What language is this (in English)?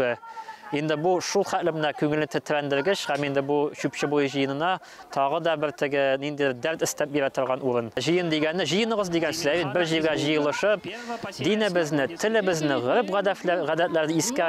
Tatar